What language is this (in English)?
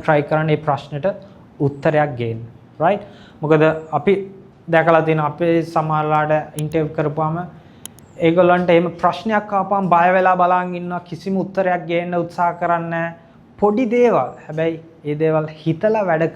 Sinhala